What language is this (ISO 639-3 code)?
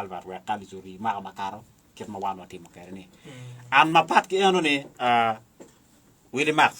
ach